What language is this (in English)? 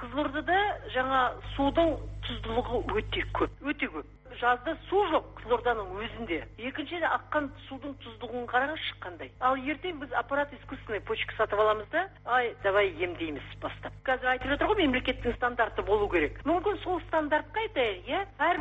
Kazakh